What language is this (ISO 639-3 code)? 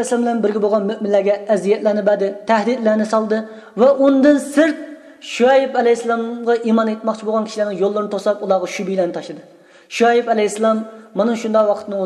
uig